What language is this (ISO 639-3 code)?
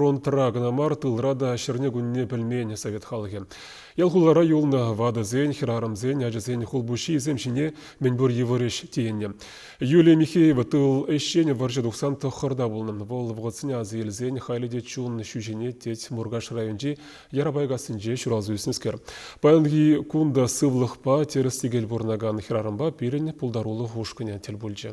chv